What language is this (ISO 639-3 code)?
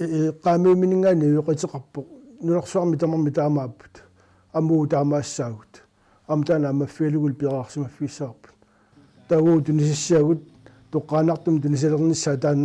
kal